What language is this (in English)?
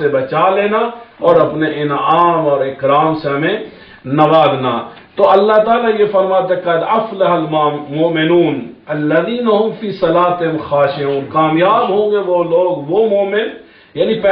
Urdu